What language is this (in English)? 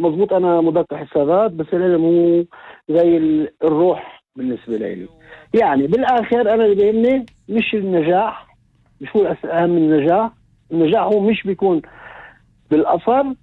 North Levantine Arabic